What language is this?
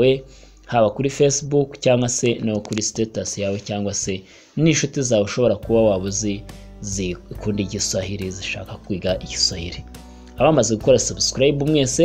Kinyarwanda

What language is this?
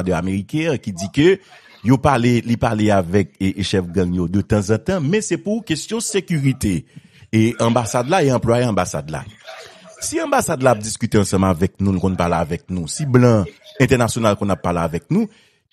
Haitian Creole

